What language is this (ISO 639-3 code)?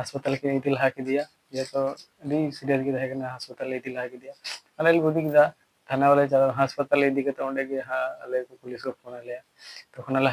sat